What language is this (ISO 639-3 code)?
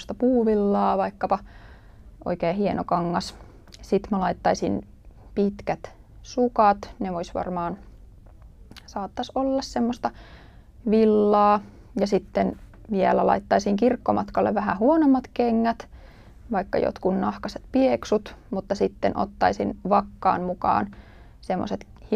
fin